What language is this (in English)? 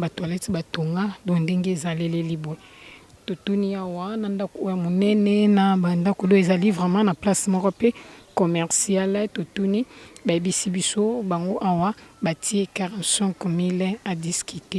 Lingala